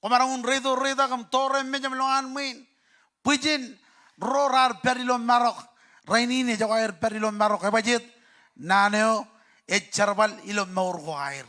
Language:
Marshallese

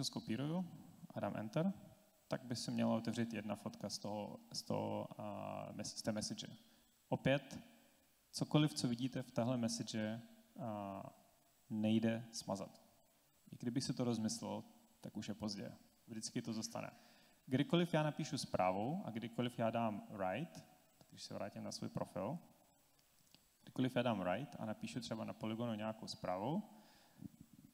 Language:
Czech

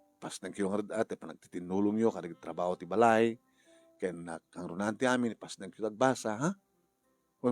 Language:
Iloko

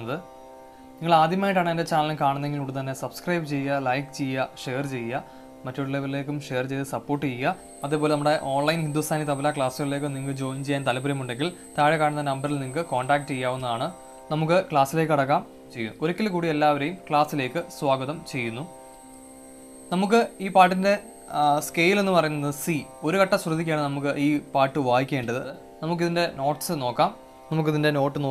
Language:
Malayalam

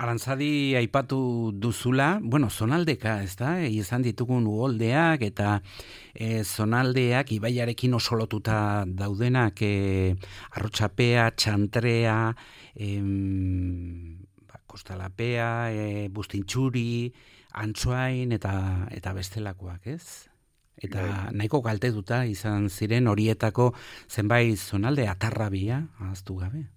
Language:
Basque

